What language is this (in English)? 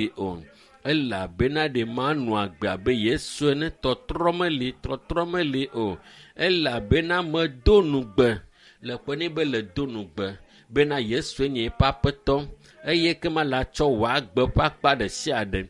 Ewe